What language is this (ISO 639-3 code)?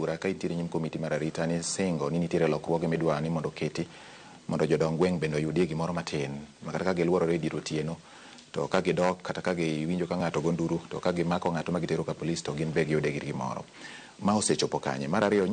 luo